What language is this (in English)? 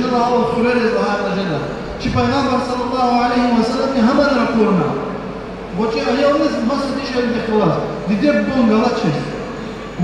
Lezghian